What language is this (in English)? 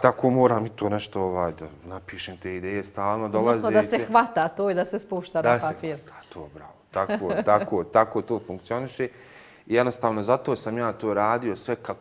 Bosnian